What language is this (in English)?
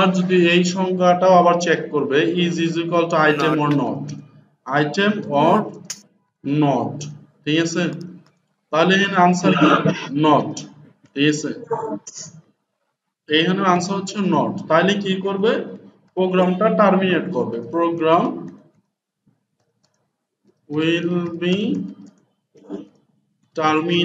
Bangla